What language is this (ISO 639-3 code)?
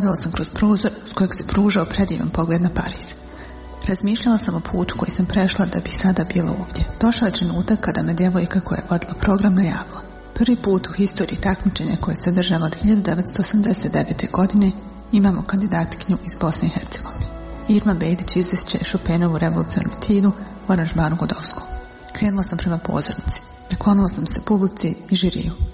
bos